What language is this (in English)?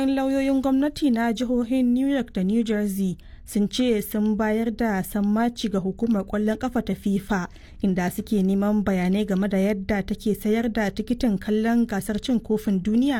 Hausa